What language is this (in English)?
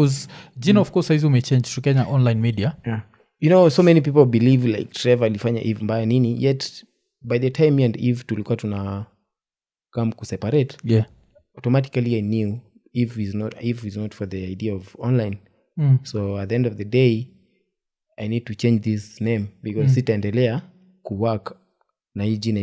Swahili